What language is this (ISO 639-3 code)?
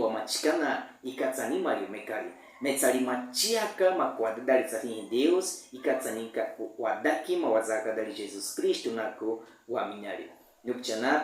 bwi